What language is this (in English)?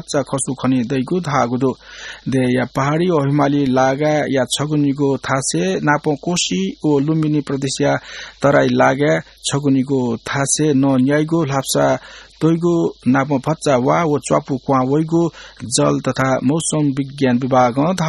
Newari